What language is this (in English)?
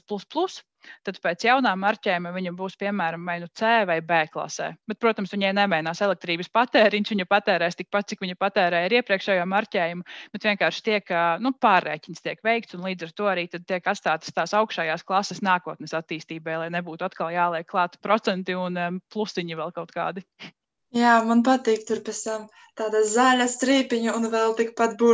Latvian